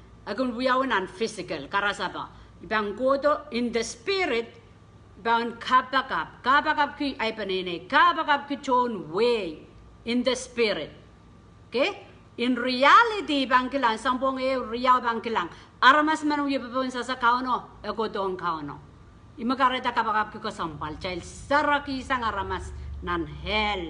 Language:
Pohnpeian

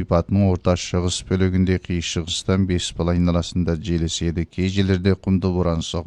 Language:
Kazakh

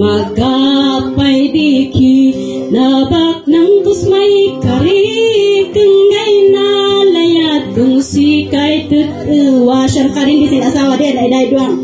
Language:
Kankanaey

